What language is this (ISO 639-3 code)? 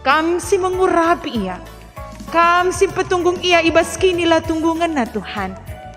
btx